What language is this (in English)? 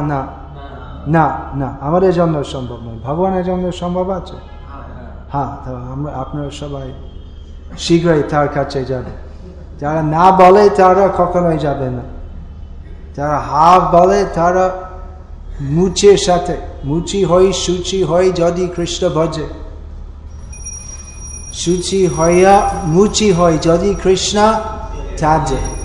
Bangla